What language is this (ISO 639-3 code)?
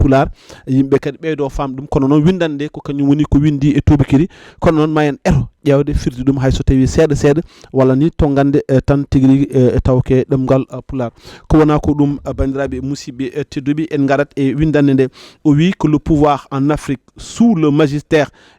ful